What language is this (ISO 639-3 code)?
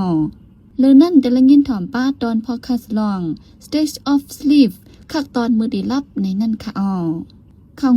shn